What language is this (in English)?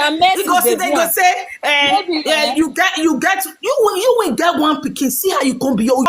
Nigerian Pidgin